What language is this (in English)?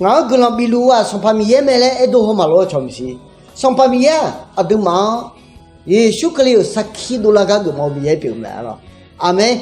Akha